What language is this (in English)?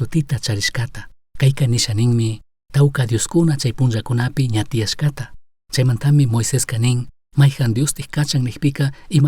Chimborazo Highland Quichua